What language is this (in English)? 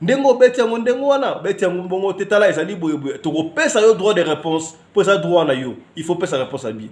Lingala